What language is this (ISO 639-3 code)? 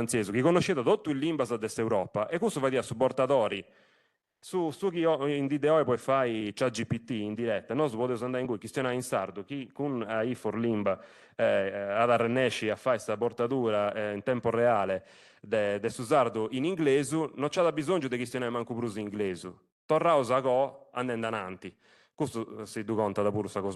srd